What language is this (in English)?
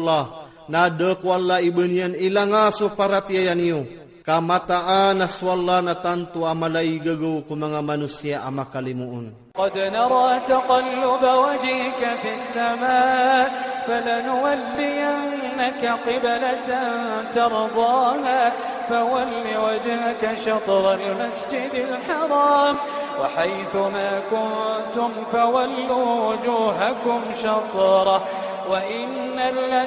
Iranun (Philippines)